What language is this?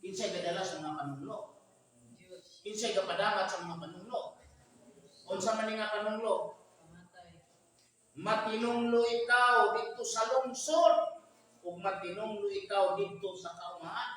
Cebuano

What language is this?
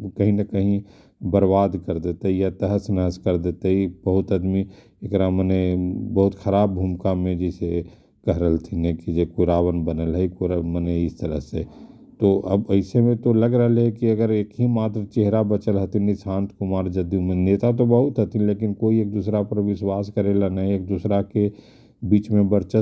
Magahi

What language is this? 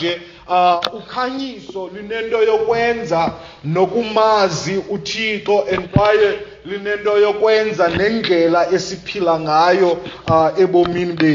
Xhosa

